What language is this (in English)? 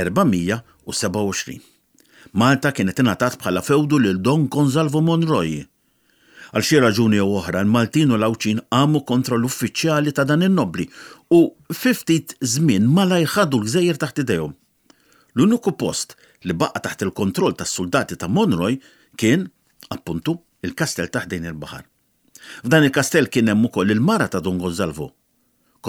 Maltese